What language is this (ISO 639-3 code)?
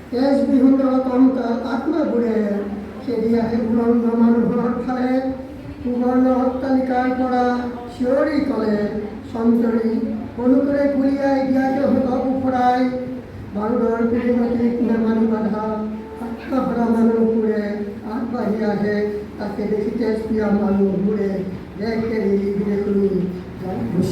asm